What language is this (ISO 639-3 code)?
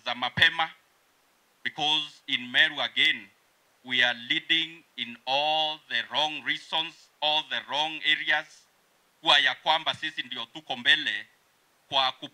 mer